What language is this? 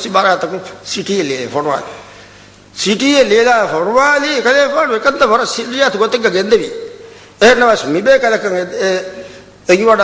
Divehi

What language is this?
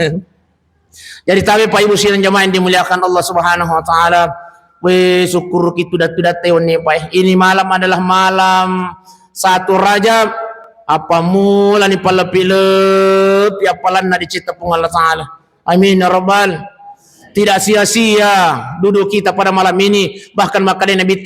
Buginese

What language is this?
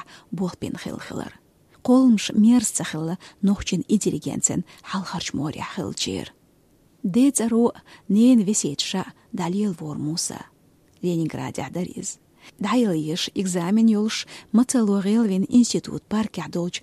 Chechen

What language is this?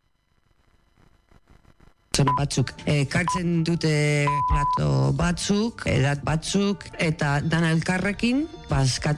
Basque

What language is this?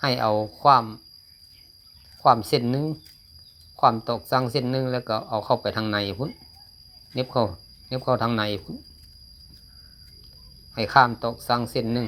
Lao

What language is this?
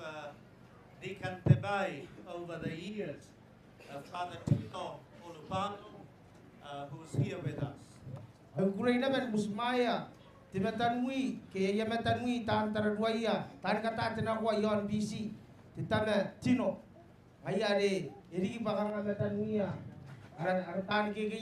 Gilbertese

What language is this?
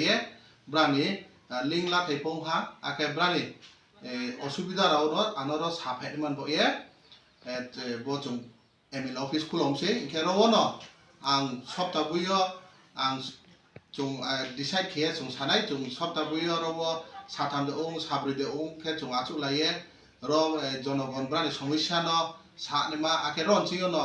Kok Borok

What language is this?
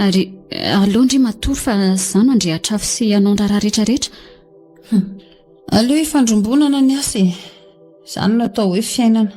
Malagasy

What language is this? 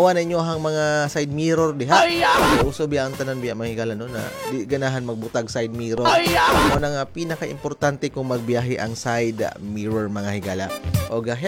Cebuano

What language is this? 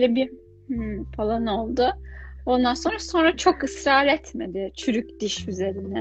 Turkish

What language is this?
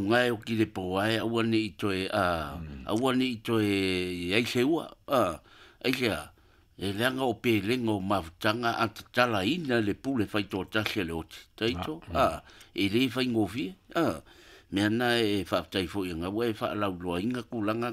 Samoan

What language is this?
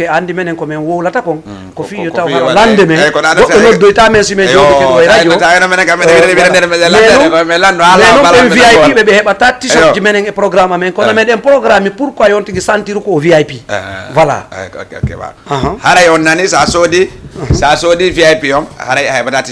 Fula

